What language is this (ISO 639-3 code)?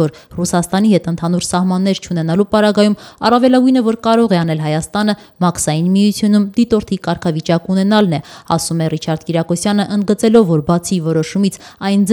hye